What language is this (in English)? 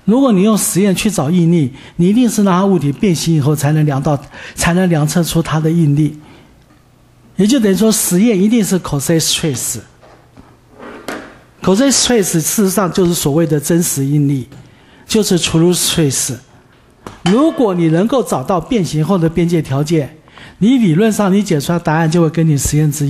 Chinese